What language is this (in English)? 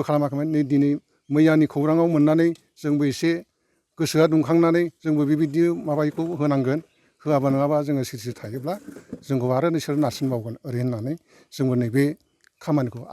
Bodo